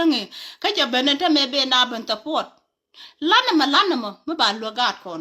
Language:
Nuer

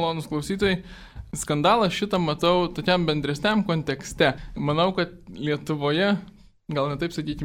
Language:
Lithuanian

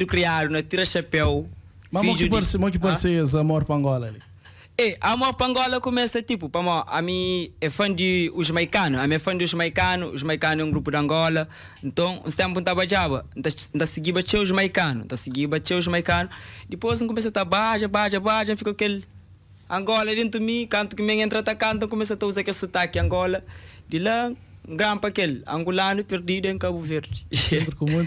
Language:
Kabuverdianu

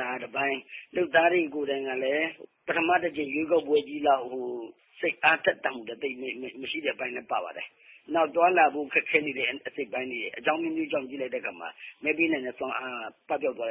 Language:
Burmese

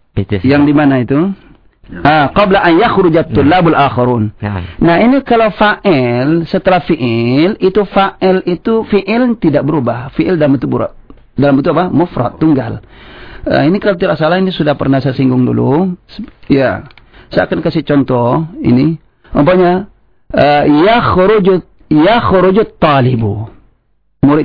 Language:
Indonesian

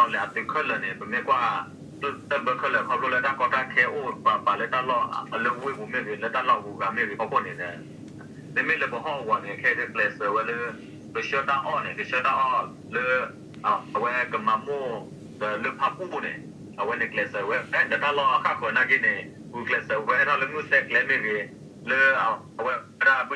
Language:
S'gaw Karen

